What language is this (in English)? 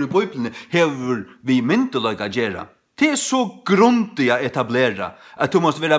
Faroese